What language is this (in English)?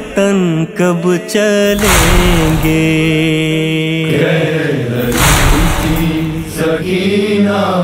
Urdu